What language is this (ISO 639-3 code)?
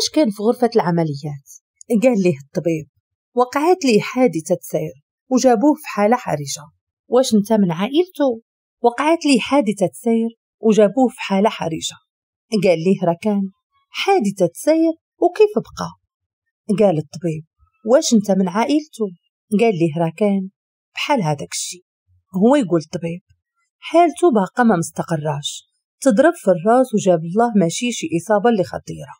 ary